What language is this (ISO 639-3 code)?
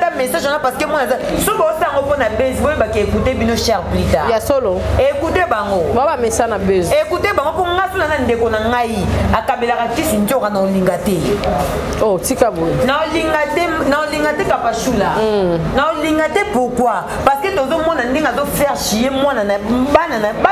lin